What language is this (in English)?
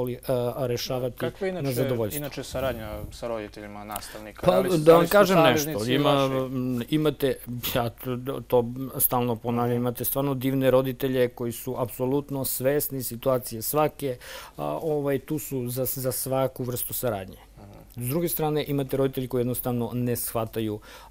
Serbian